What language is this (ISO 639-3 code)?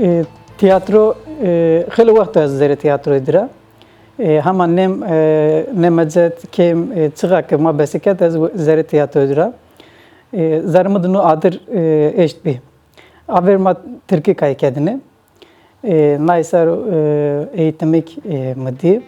zza